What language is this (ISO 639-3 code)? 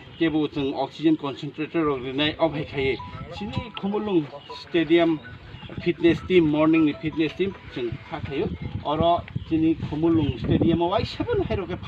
trp